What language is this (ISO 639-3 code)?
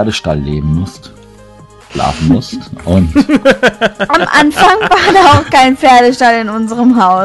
deu